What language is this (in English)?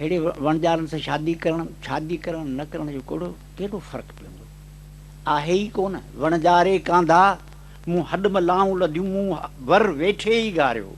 Sindhi